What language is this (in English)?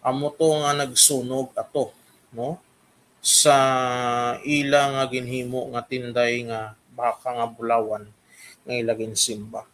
Hiligaynon